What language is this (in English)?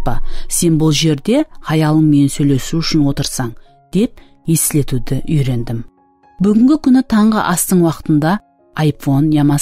Kara-Kalpak